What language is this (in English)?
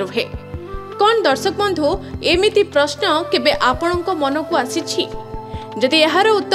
Odia